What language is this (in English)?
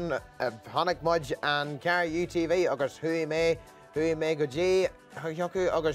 Irish